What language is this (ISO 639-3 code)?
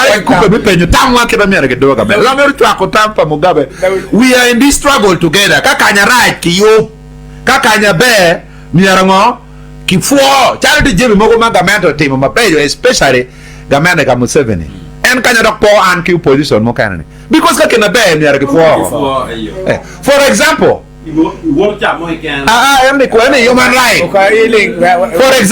ach